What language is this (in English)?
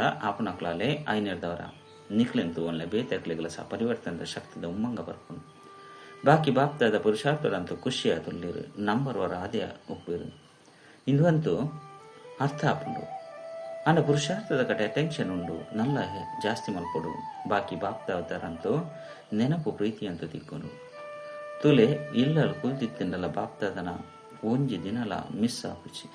Tulu